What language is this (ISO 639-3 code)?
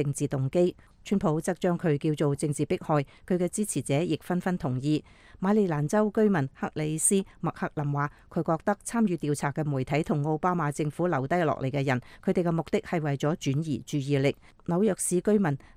yue